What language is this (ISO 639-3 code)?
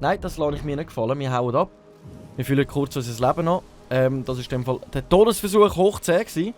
gsw